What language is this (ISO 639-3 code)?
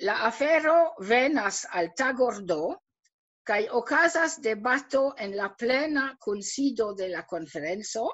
epo